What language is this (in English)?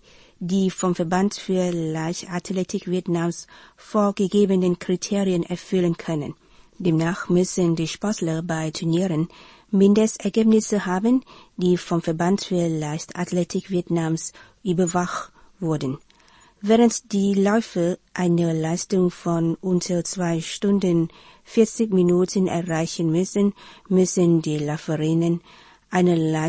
German